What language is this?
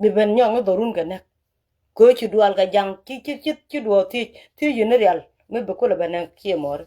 Nuer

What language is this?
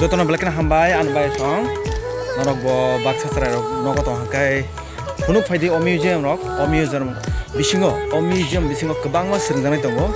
Kok Borok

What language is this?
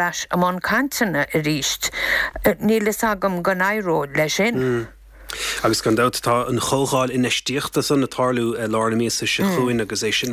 Irish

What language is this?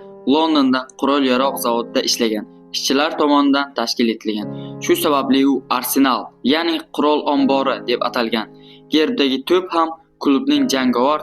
Uzbek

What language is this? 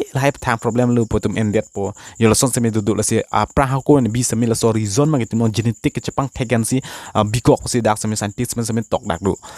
Karbi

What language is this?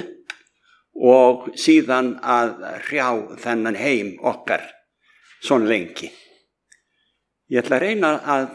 Icelandic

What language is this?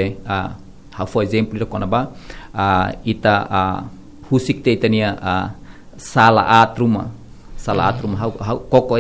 Tetum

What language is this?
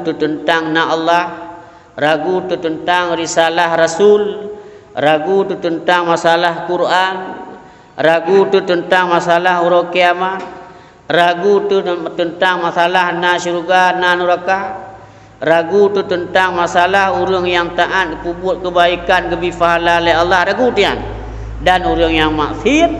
Achinese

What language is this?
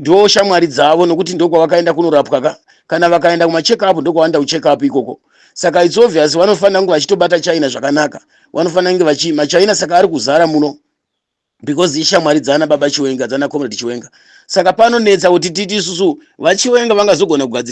Shona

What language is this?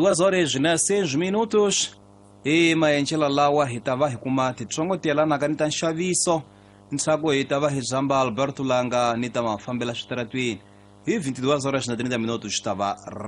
Tsonga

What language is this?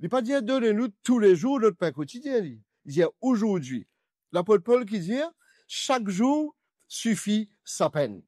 Morisyen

